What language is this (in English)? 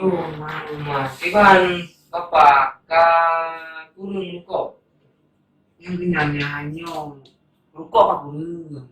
Achinese